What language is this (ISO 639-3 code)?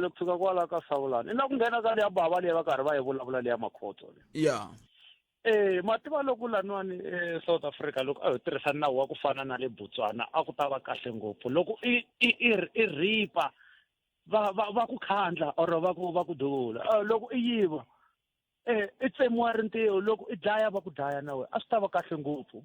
tso